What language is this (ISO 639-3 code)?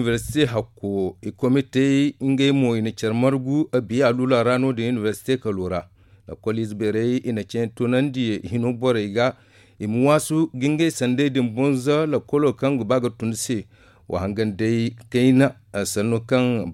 dje